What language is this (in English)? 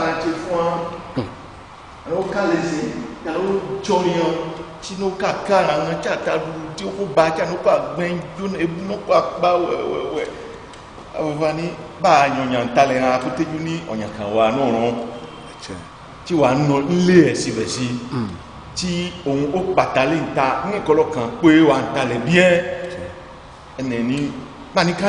Ifè